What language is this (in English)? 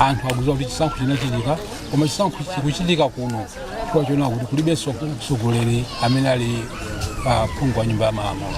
Nyanja